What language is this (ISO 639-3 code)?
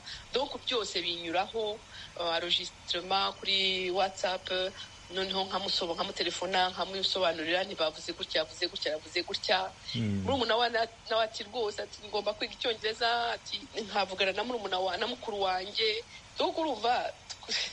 kin